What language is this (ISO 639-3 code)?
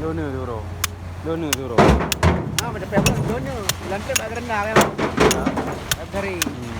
ace